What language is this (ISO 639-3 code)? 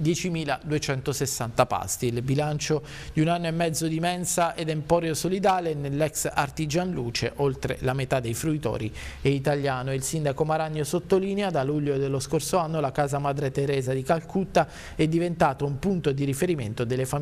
ita